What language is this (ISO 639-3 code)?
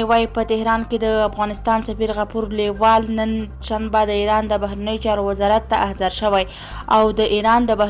pus